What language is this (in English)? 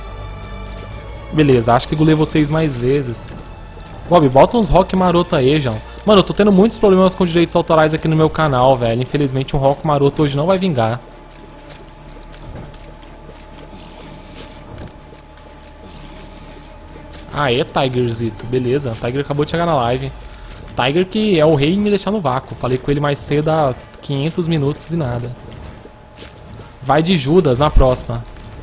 Portuguese